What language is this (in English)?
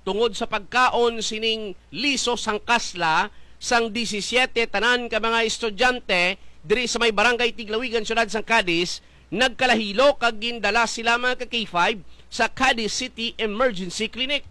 Hiligaynon